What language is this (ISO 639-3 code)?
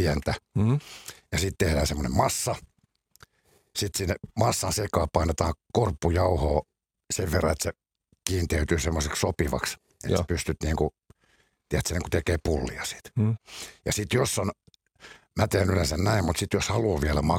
fin